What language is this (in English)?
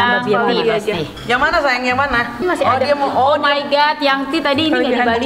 Indonesian